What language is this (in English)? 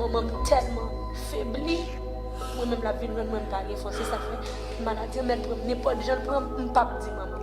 Haitian Creole